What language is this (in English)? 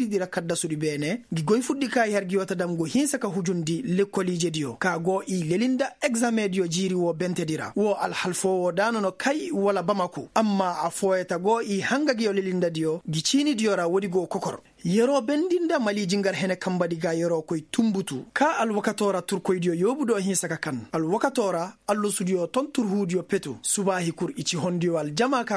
Koyraboro Senni